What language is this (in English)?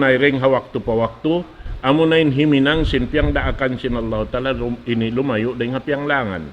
Tausug